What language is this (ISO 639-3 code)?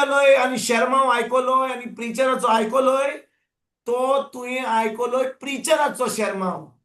kok